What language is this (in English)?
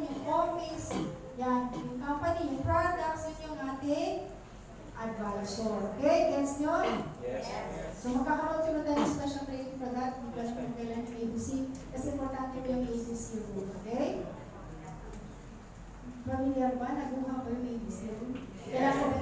Filipino